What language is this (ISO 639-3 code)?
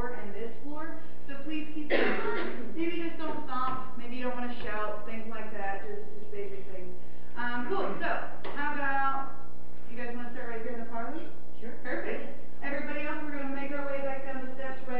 eng